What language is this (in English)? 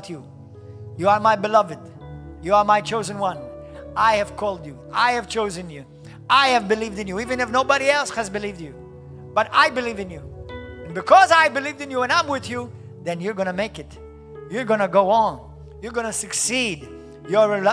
English